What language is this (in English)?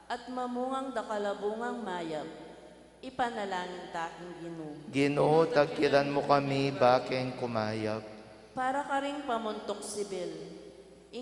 Pampanga